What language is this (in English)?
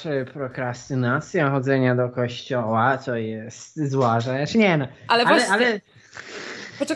Polish